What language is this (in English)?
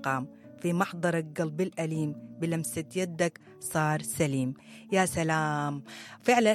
Sudanese Arabic